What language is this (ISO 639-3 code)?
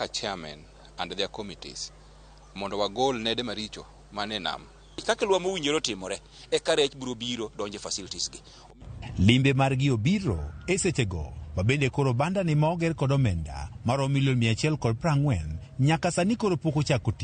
luo